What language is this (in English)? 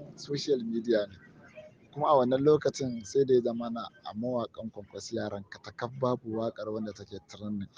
Hausa